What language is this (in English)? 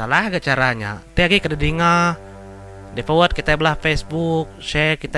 Iban